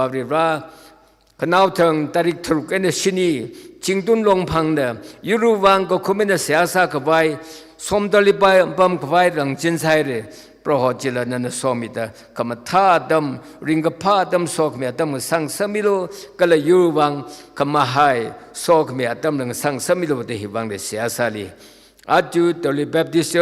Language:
Tangkhul Naga (India)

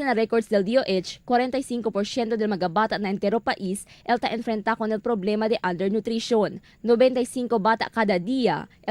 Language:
Chavacano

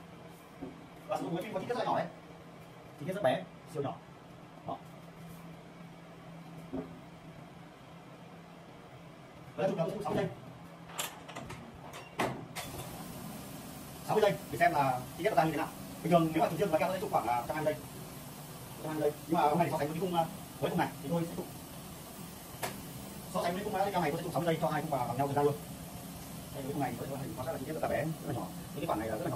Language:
Vietnamese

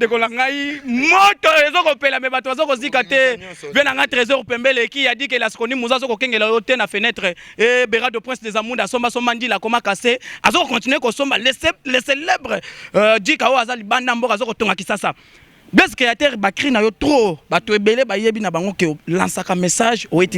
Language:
Lingala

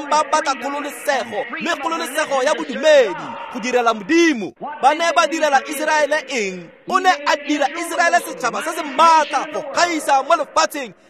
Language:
Tswana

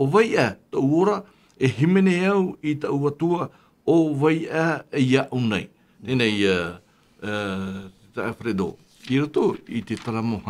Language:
Tahitian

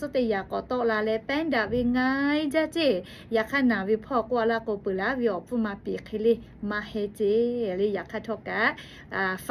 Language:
Lahu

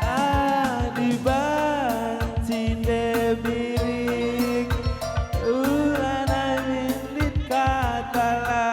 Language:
Batak Karo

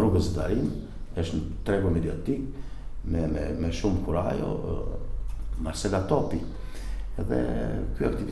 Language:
Albanian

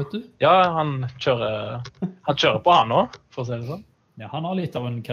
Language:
Norwegian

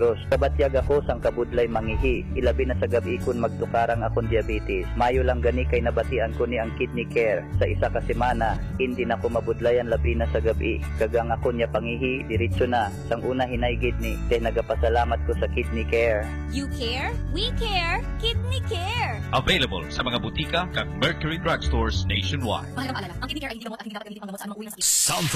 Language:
Hiligaynon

